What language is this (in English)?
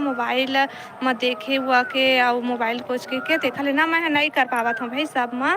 Chhattisgarhi